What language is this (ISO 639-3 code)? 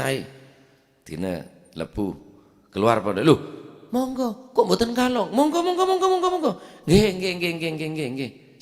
mad